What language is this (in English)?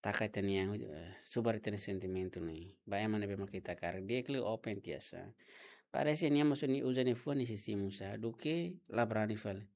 Tetum